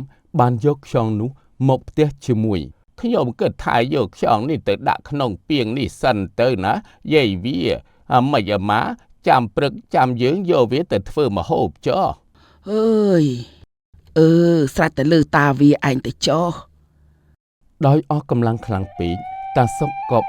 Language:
Khmer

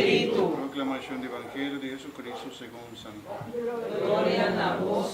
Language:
Papiamento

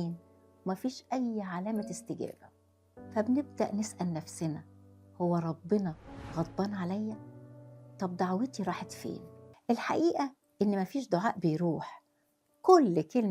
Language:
Egyptian Arabic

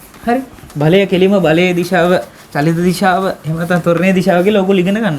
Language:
Sinhala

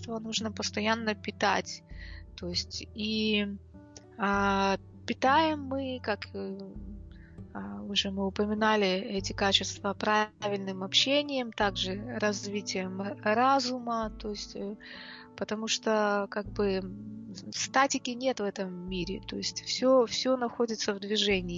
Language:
Russian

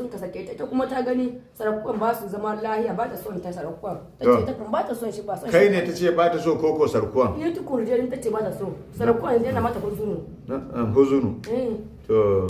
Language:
Hausa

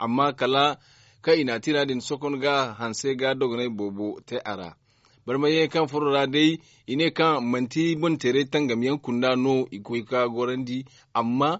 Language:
Zarma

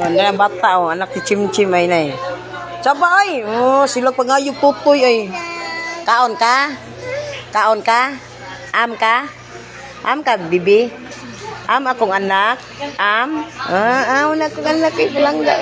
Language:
Cebuano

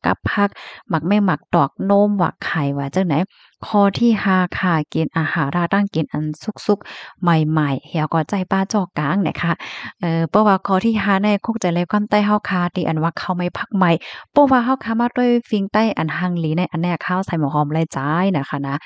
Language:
Shan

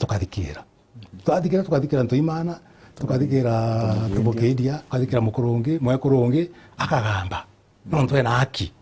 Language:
Meru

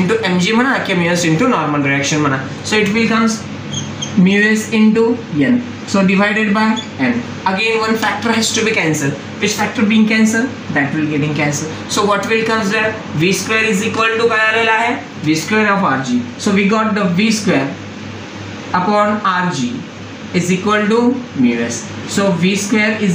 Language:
Marathi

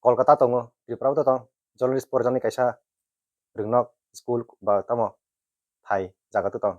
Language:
Kok Borok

